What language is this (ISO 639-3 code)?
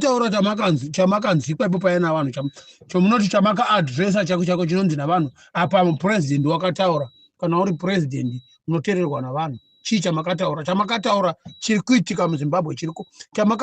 sna